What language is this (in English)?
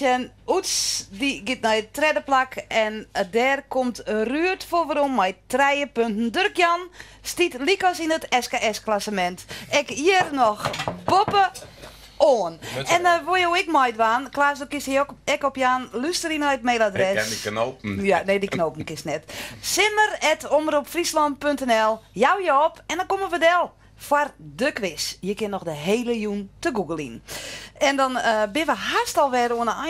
Western Frisian